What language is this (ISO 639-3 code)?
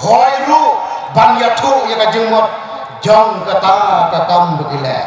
kha